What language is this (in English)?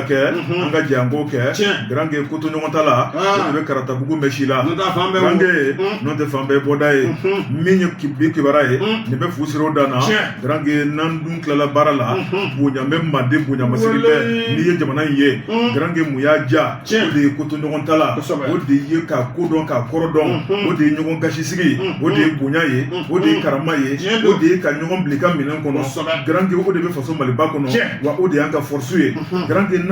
Bambara